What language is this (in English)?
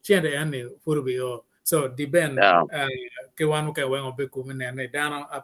Acoli